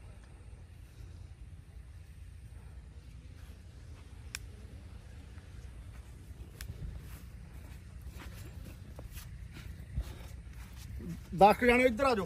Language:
Punjabi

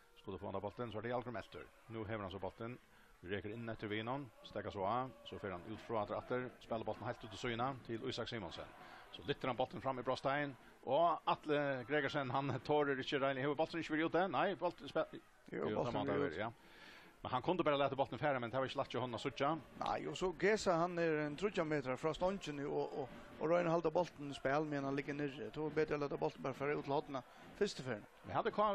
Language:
Faroese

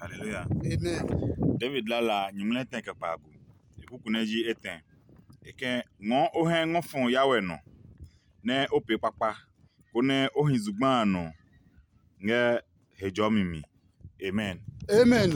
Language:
Adangme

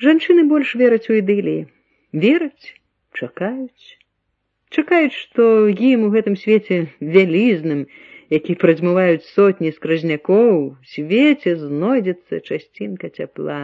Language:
Belarusian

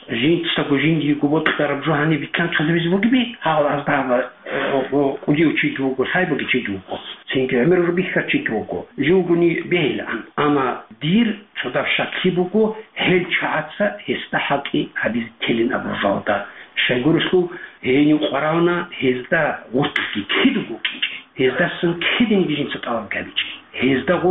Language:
Avaric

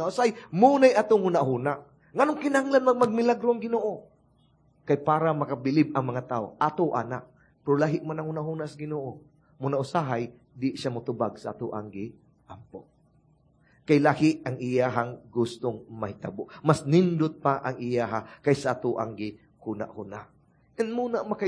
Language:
Cebuano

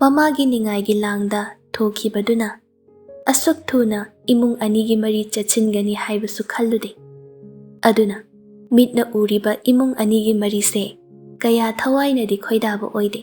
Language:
Manipuri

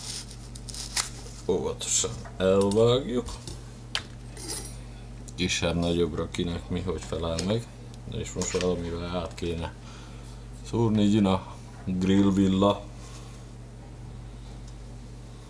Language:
Hungarian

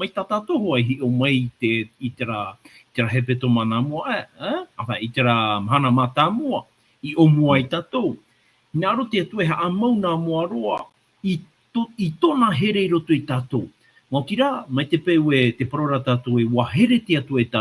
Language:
Tahitian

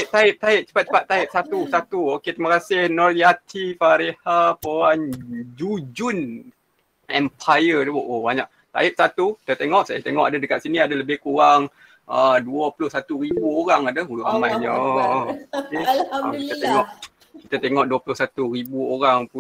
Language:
Malay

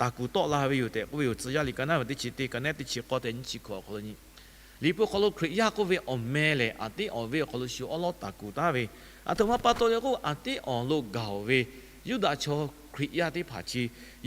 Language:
Lahu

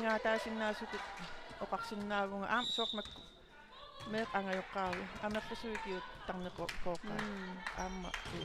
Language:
Kalaallisut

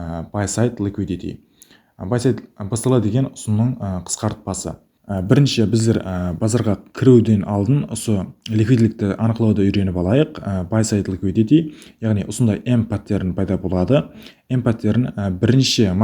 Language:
Kara-Kalpak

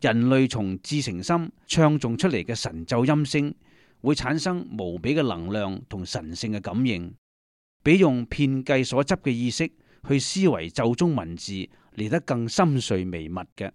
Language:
Cantonese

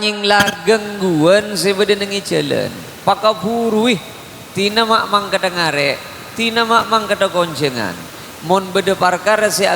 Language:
Madurese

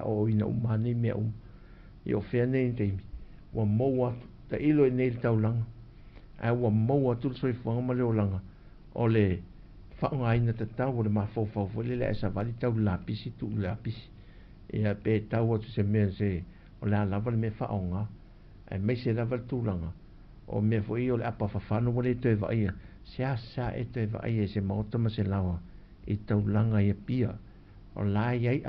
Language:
Samoan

